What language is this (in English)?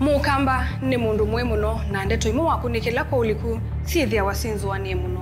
Kamba